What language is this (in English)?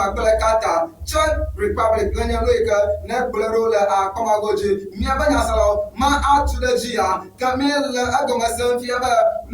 Ewe